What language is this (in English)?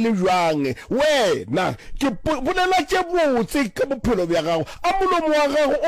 Northern Sotho